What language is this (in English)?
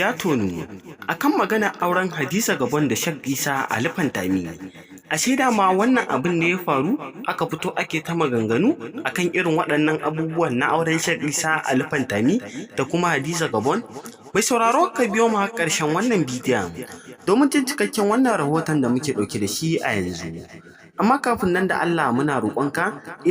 Hausa